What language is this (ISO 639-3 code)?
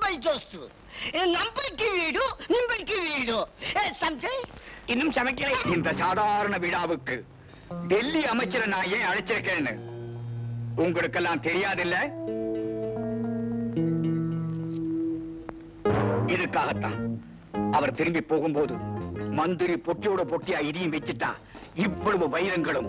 tam